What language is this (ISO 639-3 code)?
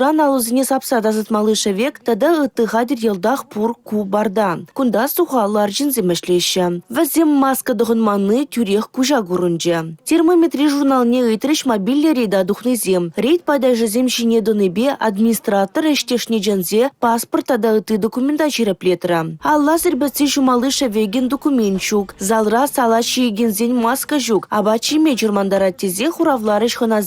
chv